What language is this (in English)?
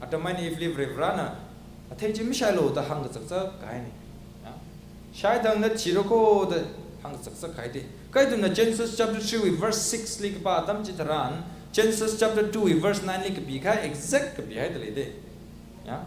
Tangkhul Naga (India)